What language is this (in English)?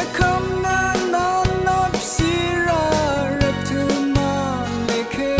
Rawang